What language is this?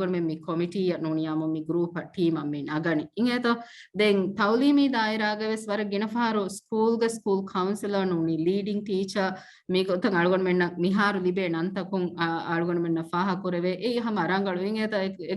Divehi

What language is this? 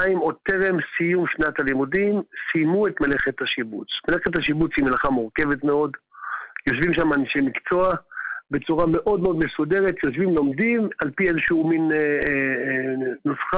Hebrew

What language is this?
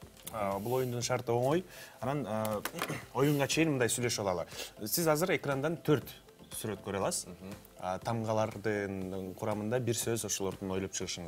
Kyrgyz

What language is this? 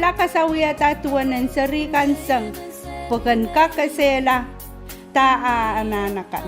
Pohnpeian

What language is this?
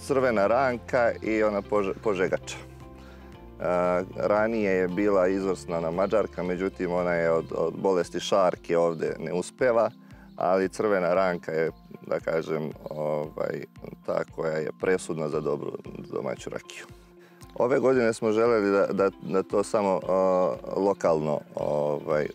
Serbian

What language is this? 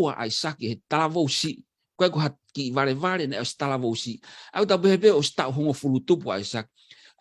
Tongan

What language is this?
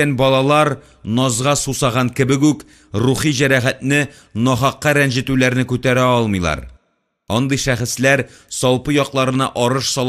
Tatar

